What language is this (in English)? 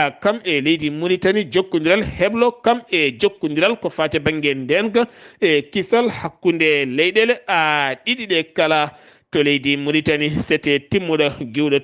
Fula